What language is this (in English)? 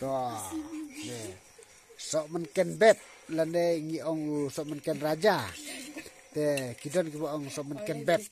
Khasi